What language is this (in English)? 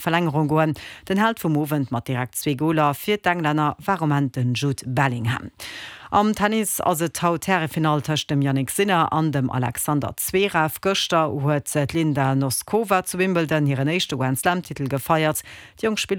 Luxembourgish